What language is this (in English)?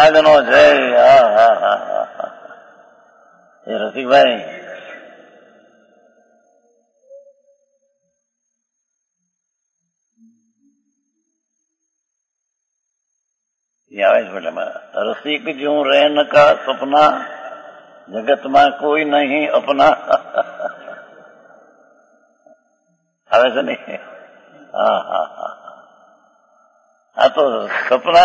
Gujarati